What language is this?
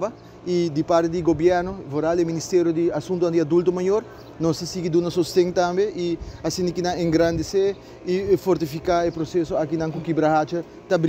Papiamento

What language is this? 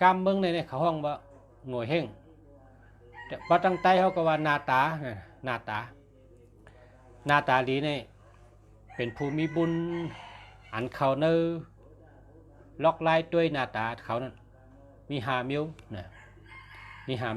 Shan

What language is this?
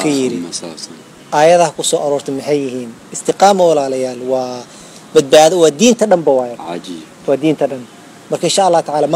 Somali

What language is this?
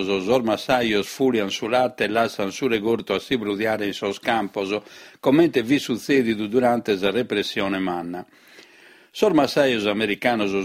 Sardinian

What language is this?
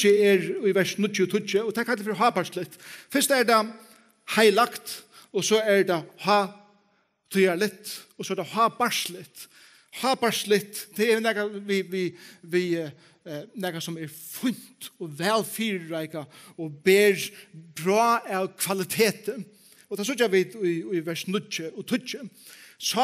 Faroese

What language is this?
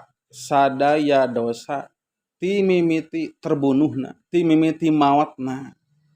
Sundanese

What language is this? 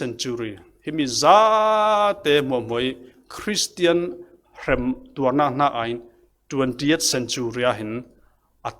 Falam Chin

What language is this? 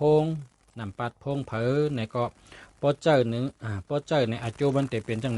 Shan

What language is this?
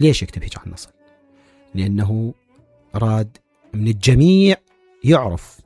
Mesopotamian Arabic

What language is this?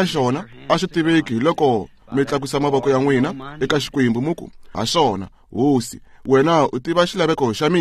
Tsonga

